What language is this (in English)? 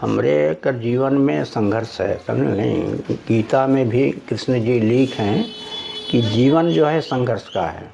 Sadri